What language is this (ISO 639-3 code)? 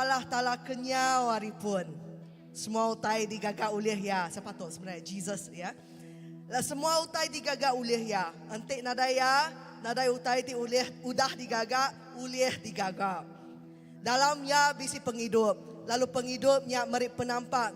iba